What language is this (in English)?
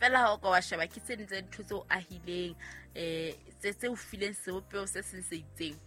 Southern Sotho